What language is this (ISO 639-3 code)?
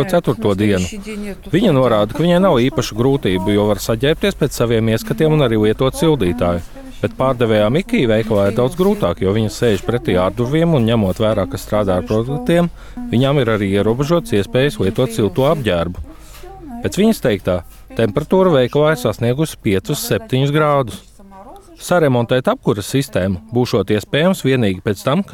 lav